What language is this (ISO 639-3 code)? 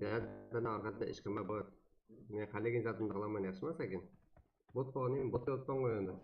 kaa